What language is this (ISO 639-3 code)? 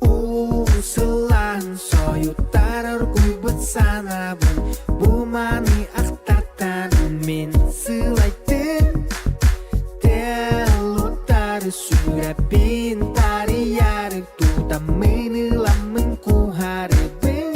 sah